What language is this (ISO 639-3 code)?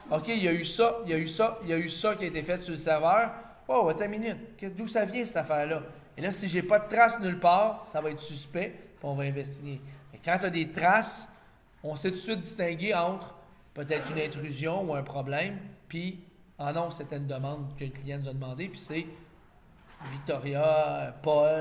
fra